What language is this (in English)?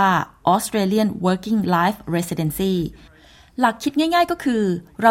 Thai